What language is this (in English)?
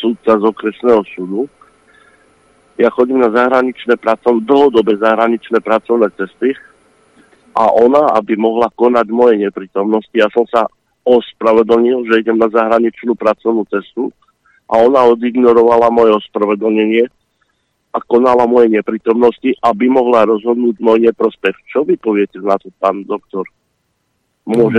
Slovak